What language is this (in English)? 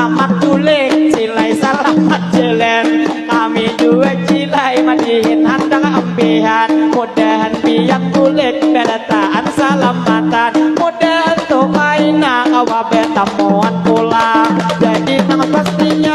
Banjar